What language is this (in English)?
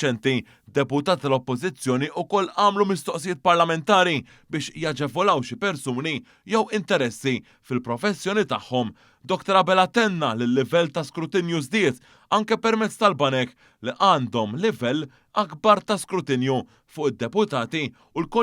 Maltese